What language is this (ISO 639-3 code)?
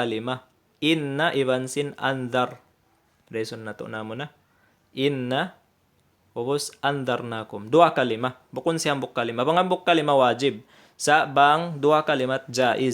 tsg